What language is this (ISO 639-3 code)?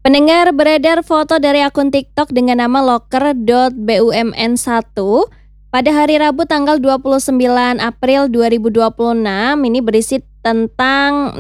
ind